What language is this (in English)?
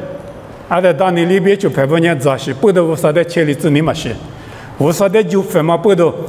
Lisu